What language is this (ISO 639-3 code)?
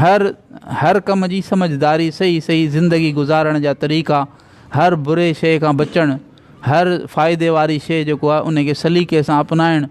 snd